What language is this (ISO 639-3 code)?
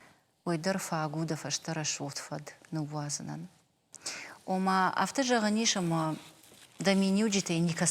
oss